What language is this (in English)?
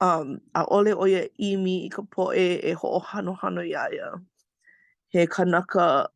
Hawaiian